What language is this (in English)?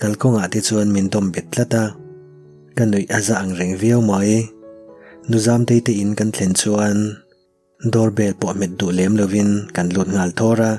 Mizo